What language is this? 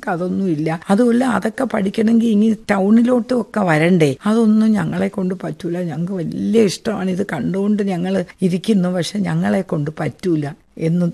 Malayalam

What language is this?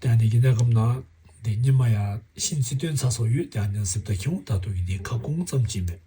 Tibetan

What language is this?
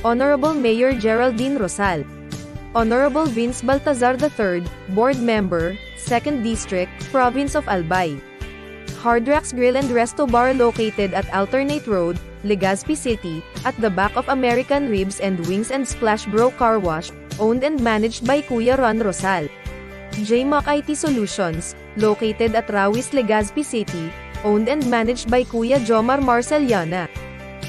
Bikol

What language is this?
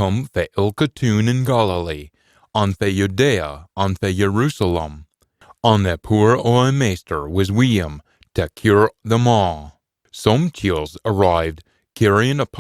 Scots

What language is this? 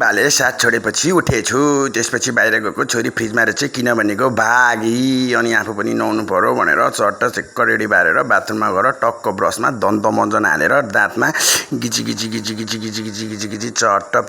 Nepali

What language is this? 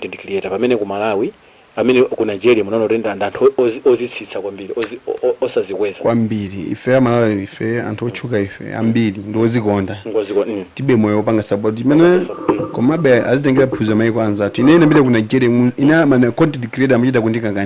Nyanja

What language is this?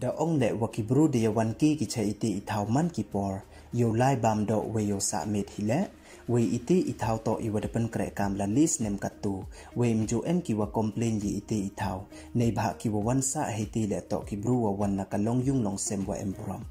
Pnar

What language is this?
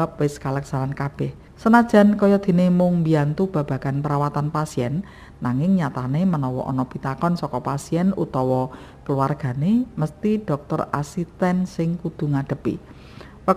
Javanese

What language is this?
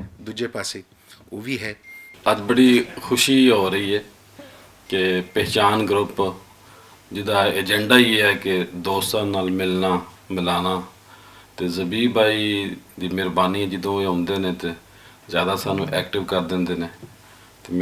Western Panjabi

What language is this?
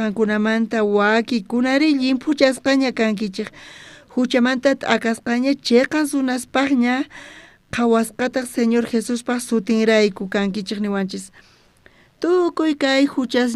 South Bolivian Quechua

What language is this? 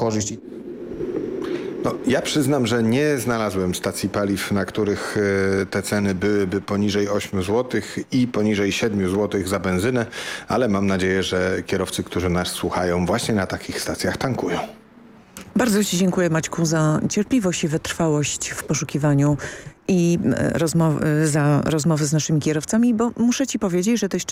Polish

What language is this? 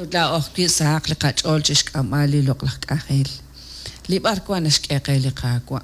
Kekchí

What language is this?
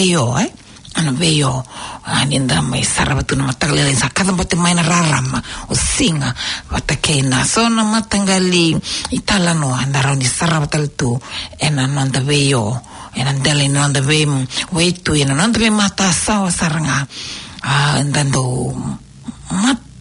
Fijian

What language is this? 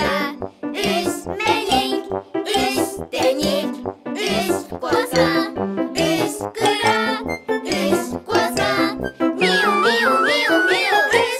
Yakut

